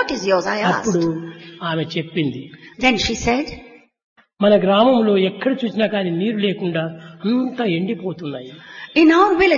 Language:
Telugu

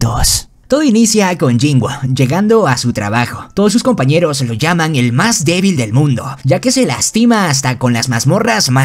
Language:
Spanish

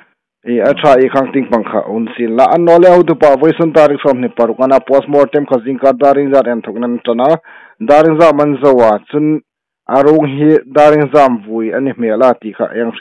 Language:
Hmar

